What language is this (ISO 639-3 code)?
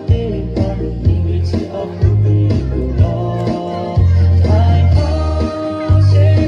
lhu